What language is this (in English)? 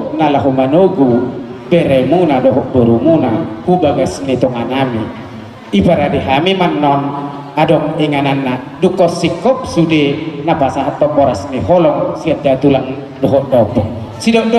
Batak Toba